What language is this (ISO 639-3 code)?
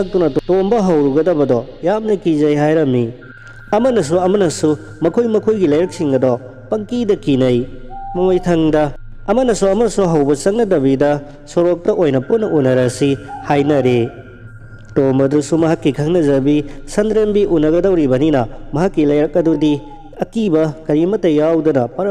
mni